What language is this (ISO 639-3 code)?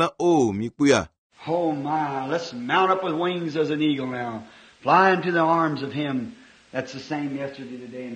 ewe